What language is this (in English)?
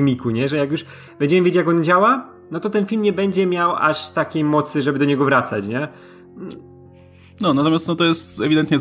Polish